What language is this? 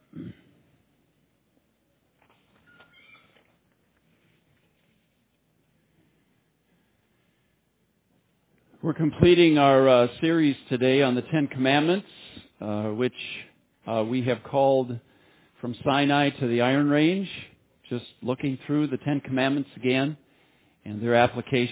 English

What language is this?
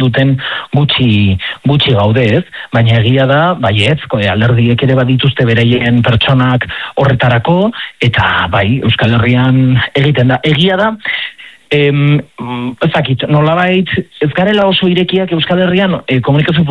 Basque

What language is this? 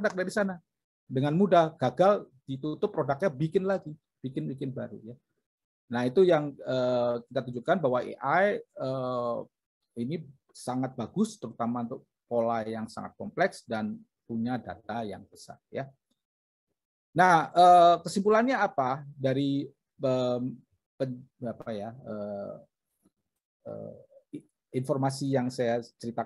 Indonesian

